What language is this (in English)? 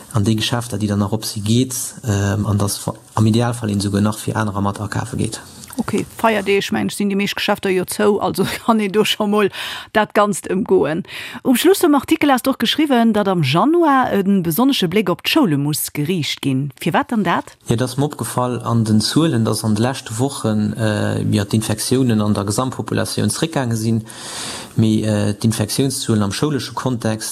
Luxembourgish